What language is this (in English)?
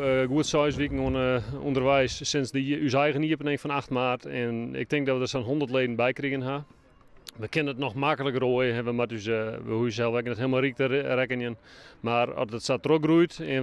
Western Frisian